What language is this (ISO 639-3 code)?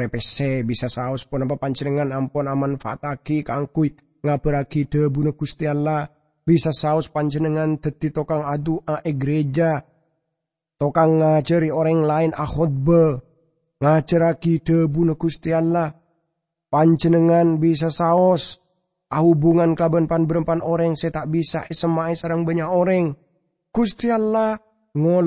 mad